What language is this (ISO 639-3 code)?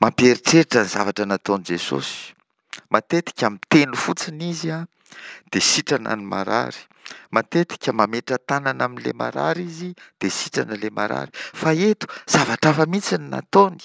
mlg